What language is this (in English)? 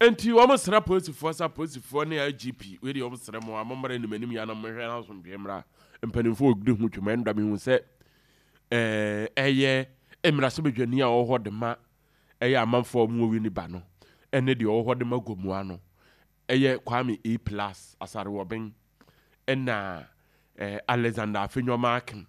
Akan